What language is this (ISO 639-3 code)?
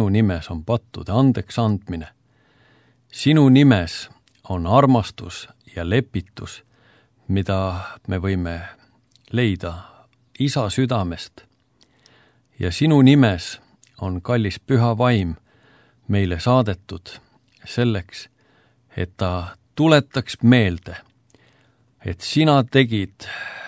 est